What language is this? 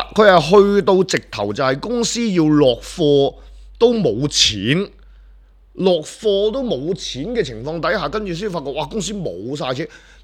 Cantonese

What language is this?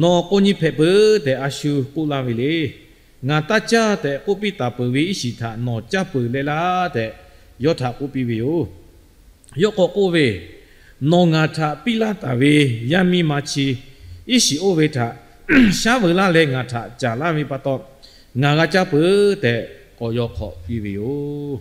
Lahu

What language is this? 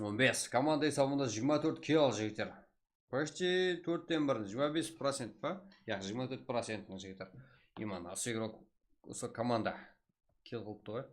Kara-Kalpak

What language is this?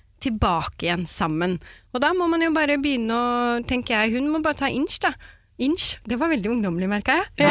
Norwegian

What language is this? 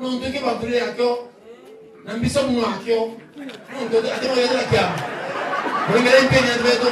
Meru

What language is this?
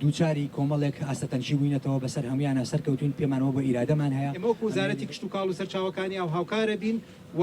Central Kurdish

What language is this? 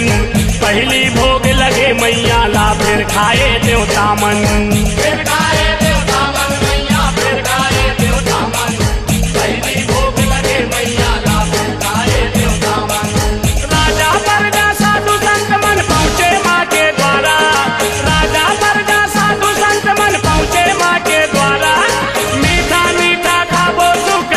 Chhattisgarhi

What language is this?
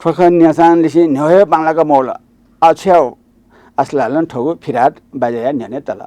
Newari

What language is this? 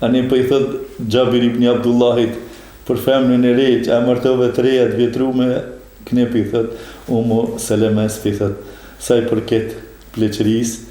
Albanian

